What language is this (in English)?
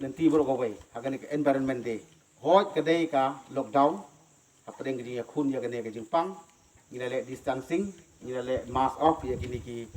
Khasi